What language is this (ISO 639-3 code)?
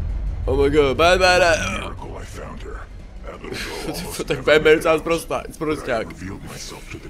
ces